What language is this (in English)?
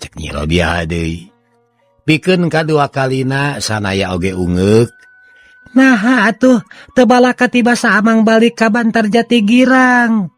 Sundanese